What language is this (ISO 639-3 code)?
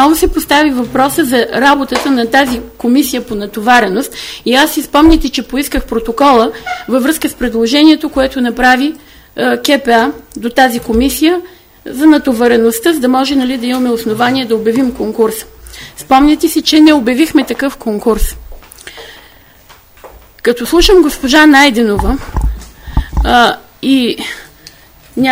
bul